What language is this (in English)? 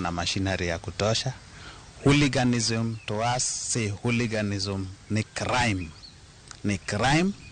Luo (Kenya and Tanzania)